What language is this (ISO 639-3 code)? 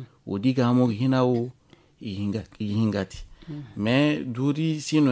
dje